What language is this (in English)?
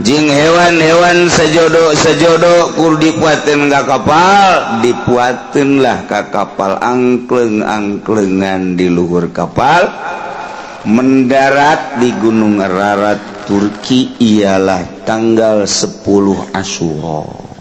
Sundanese